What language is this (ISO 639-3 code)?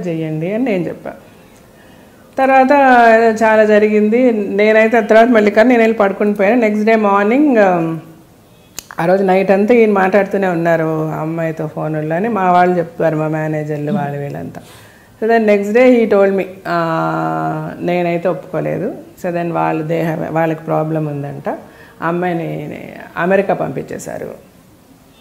tel